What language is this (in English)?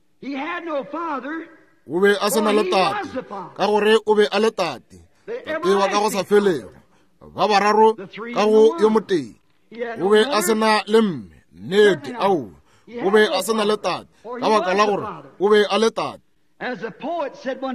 Northern Sotho